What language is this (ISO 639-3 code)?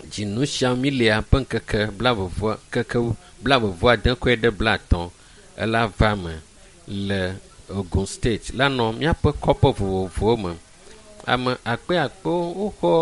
ewe